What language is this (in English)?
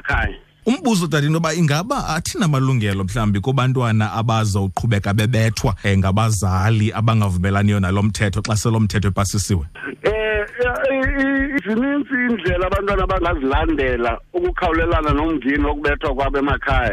Xhosa